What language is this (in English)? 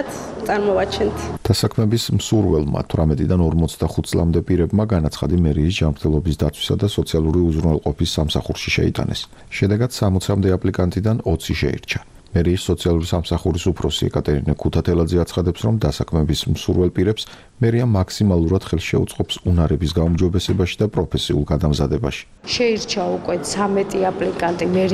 Georgian